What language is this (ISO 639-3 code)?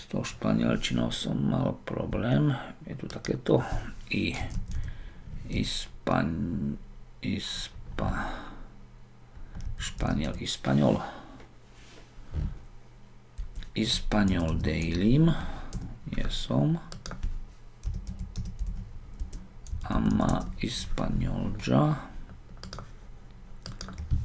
slk